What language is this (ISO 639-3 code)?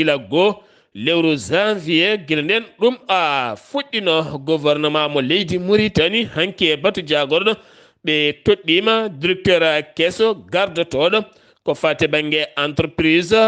ful